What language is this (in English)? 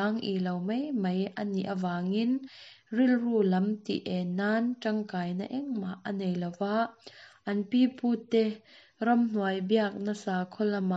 Mizo